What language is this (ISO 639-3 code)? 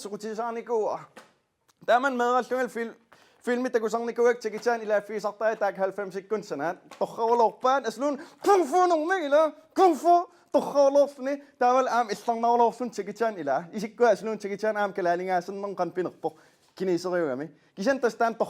kal